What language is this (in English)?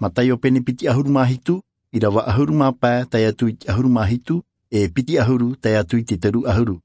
Tahitian